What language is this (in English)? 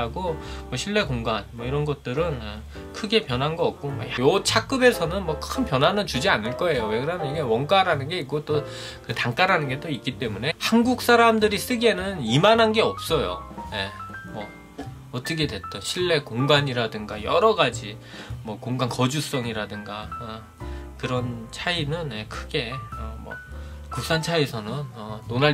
Korean